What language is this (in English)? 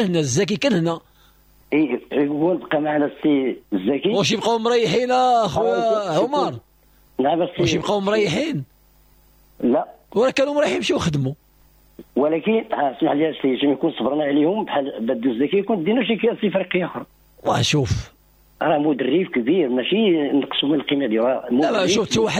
Moroccan Arabic